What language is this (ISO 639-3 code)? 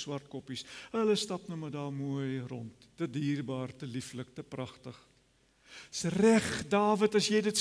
afr